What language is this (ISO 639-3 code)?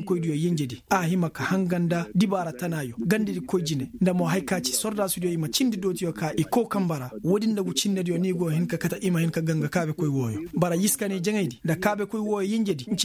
ses